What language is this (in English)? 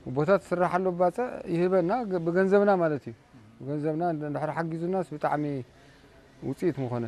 Tigrinya